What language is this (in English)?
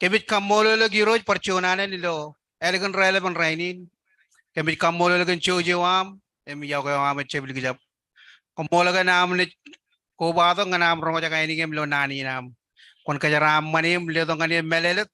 Marshallese